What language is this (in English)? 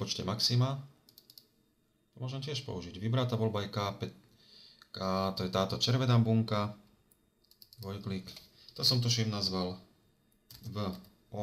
Slovak